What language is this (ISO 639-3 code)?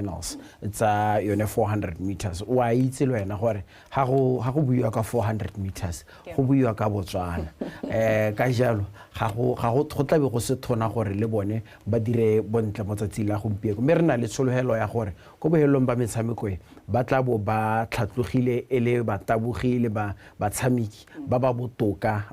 tsn